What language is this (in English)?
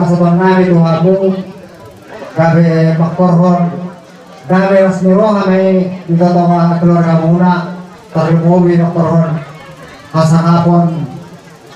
Batak Toba